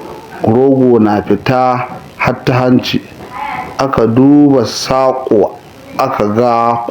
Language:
Hausa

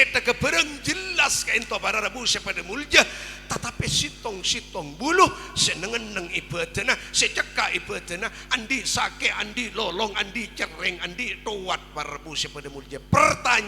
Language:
Madurese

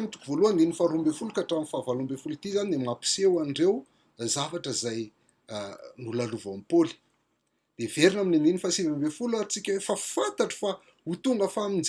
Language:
Malagasy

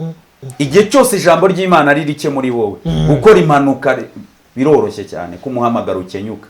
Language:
Kinyarwanda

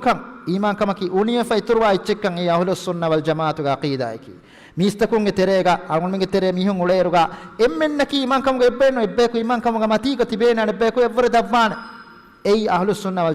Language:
Divehi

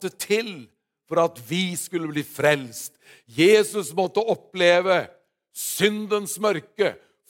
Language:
Norwegian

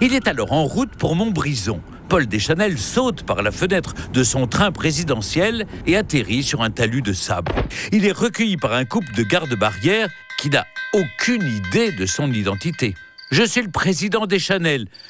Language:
French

